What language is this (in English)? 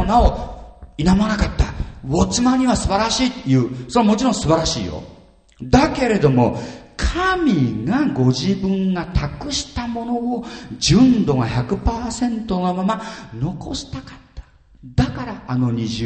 Japanese